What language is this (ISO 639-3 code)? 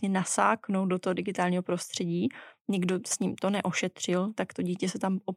ces